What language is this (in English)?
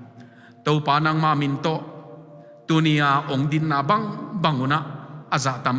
Tedim Chin